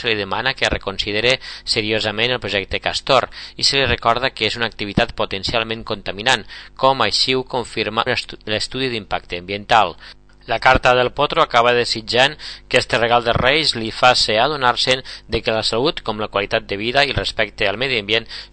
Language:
Catalan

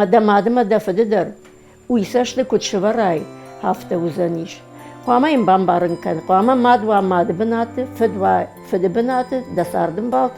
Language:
Ossetic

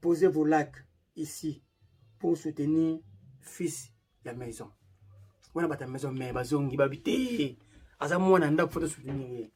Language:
Lingala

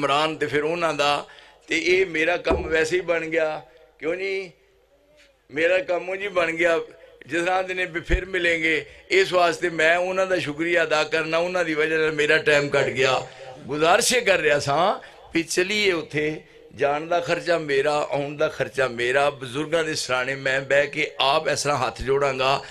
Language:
Western Panjabi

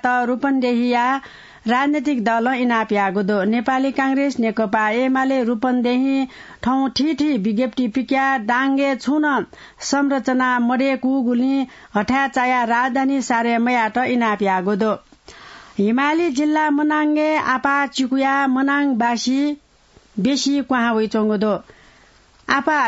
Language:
Newari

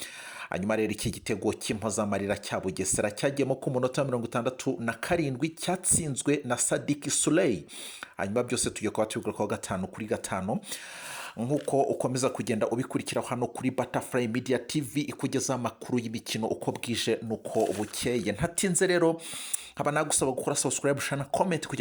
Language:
Kinyarwanda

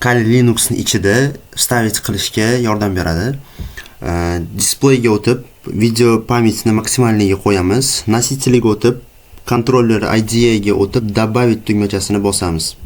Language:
Uzbek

